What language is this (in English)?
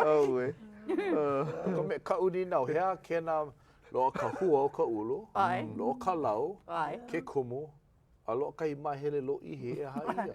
Hawaiian